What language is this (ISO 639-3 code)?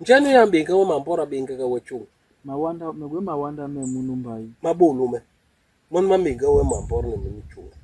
bas